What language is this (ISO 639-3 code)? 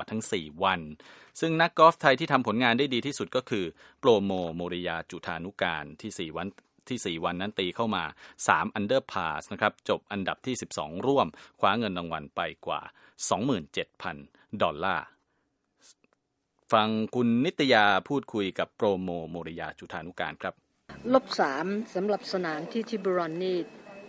tha